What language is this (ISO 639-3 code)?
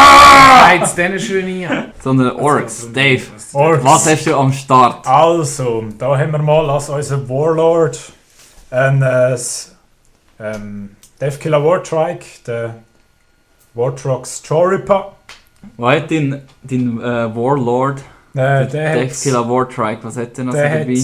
gsw